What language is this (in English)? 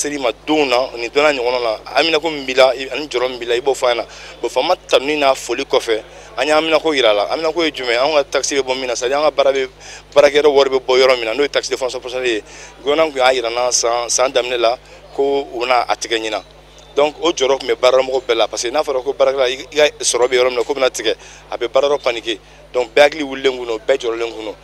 Bambara